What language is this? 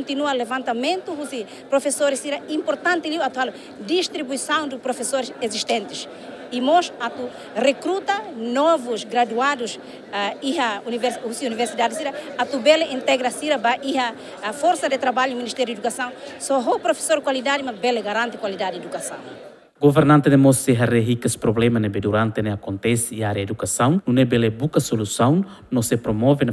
Tetum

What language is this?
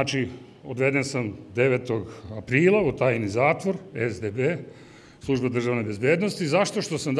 Serbian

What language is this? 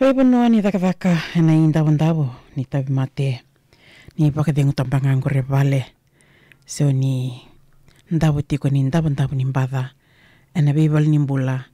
Fijian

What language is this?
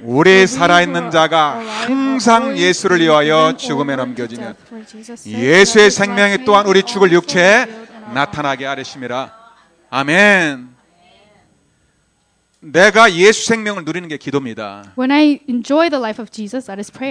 Korean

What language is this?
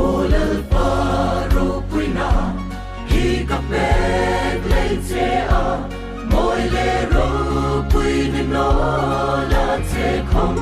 Hmar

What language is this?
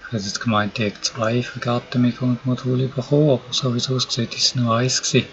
Swiss German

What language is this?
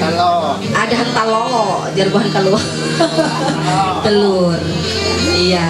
Ma'anyan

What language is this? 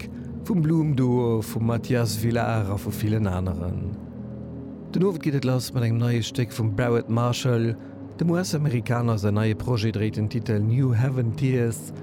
Luxembourgish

